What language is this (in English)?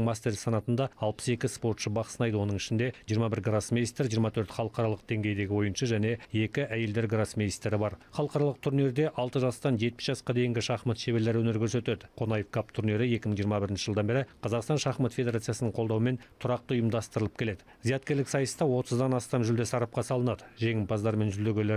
Kazakh